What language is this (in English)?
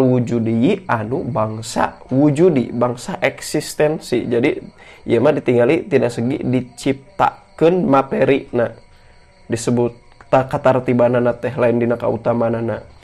Sundanese